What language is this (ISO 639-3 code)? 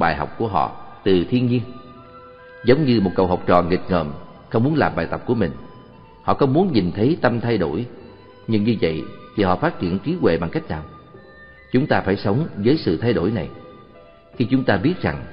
vie